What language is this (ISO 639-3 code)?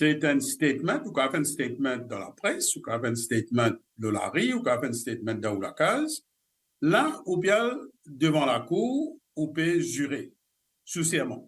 mfe